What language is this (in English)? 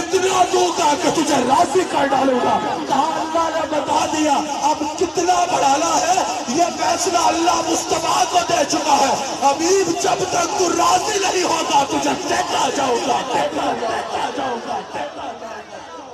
Urdu